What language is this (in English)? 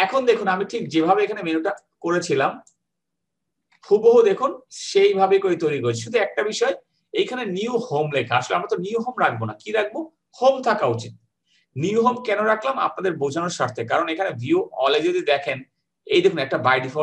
Bangla